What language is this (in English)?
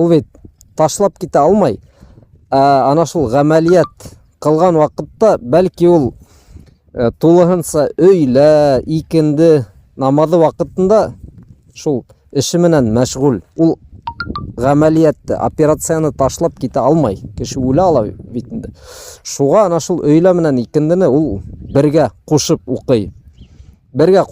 Bashkir